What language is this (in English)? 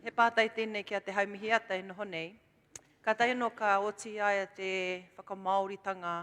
Māori